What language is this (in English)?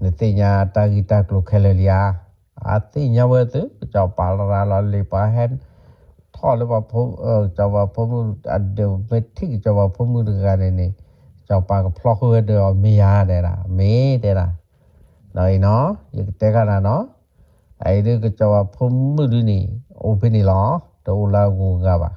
S'gaw Karen